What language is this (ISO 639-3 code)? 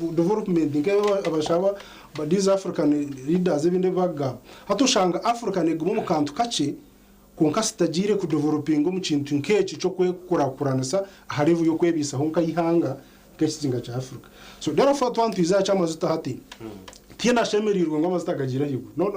nyn